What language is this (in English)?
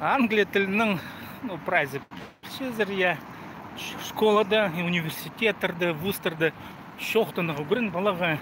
Khakas